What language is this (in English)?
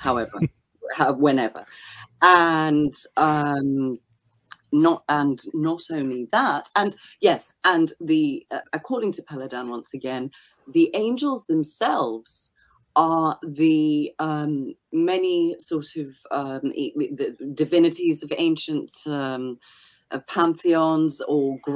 English